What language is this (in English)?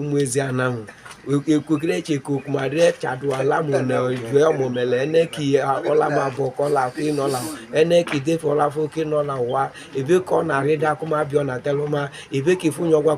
Igbo